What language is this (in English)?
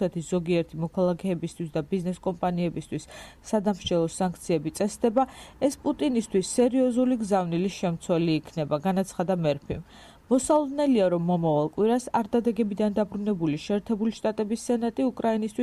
Georgian